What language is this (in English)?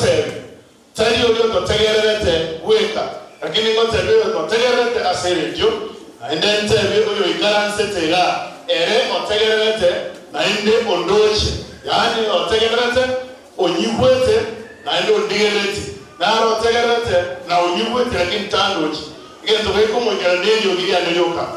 Gusii